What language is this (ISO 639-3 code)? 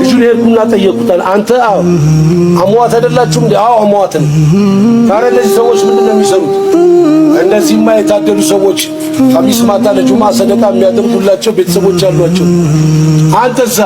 amh